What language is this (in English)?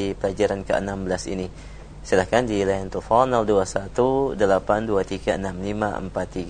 Indonesian